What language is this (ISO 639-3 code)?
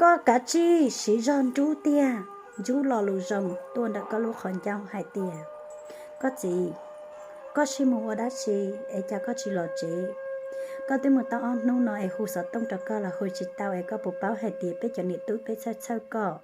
hmn